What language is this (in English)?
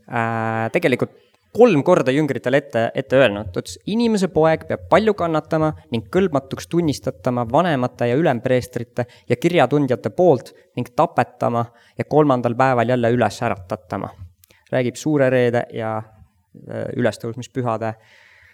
Estonian